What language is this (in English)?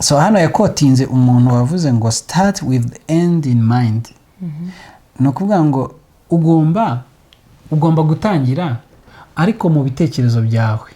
Kinyarwanda